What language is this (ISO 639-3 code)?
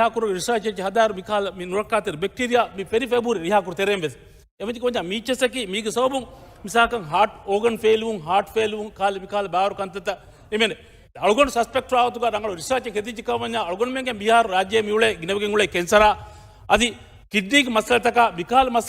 div